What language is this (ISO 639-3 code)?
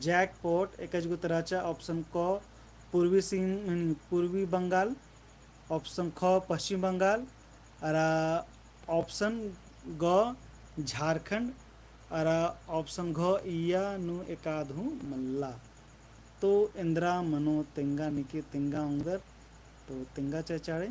kru